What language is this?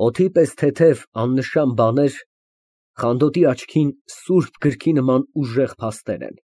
Armenian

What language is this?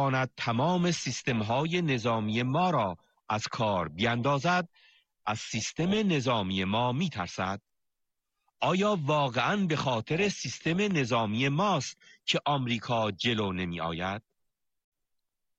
Persian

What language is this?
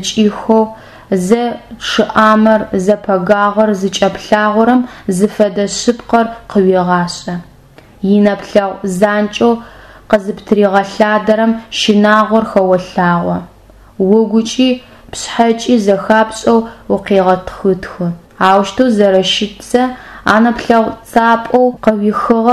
Adyghe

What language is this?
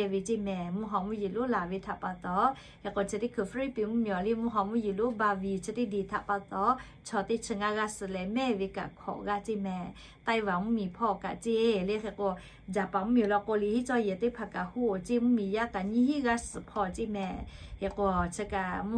Lahu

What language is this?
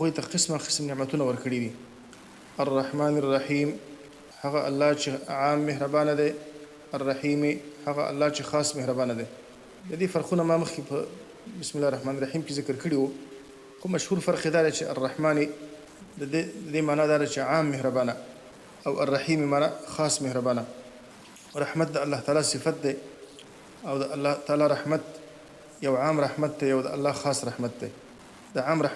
Pashto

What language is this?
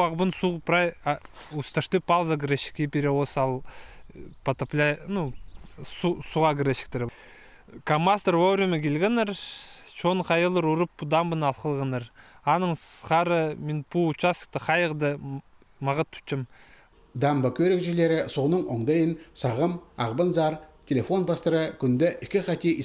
Khakas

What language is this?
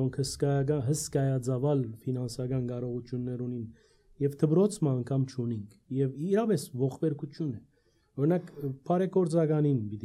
Armenian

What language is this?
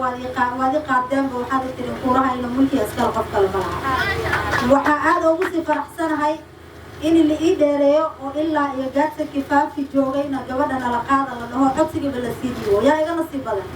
Somali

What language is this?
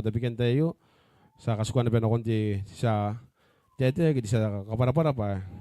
Gilbertese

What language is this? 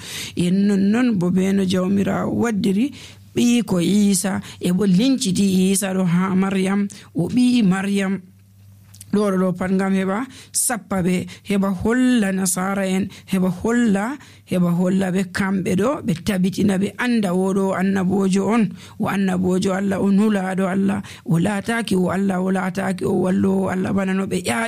Nigerian Fulfulde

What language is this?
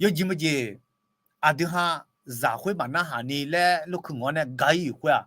Akha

